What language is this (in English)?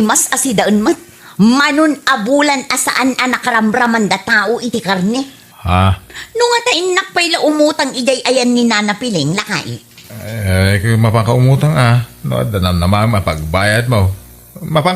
Iloko